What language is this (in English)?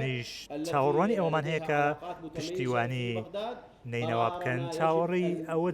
Central Kurdish